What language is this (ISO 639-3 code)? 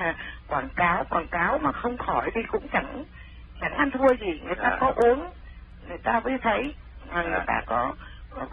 vie